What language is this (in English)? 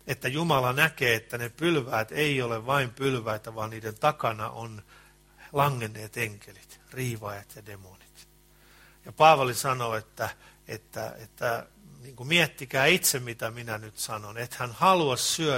Finnish